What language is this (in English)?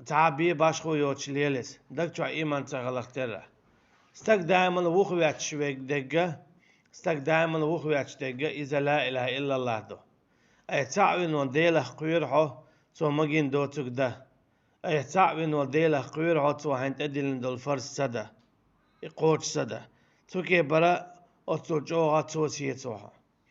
Chechen